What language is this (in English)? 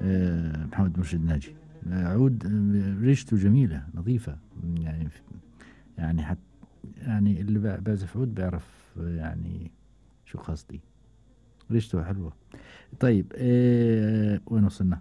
Gulf Arabic